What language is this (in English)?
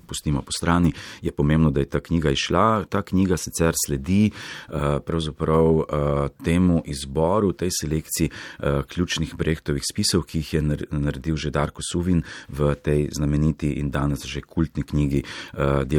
Slovenian